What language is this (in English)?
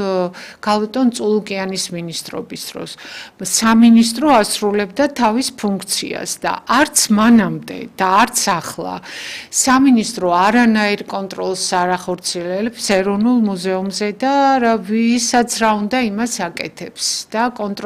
Georgian